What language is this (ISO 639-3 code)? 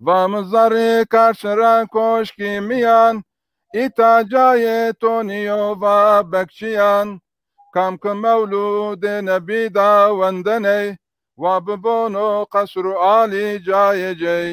zza